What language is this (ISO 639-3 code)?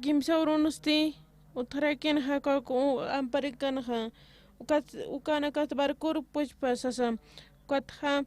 aym